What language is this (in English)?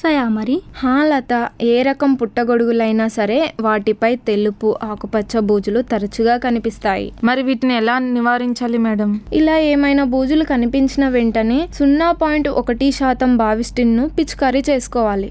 Telugu